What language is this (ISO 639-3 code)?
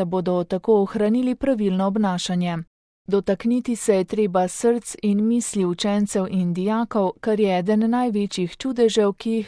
slv